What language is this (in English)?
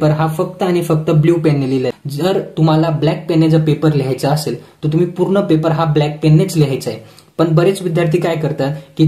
Marathi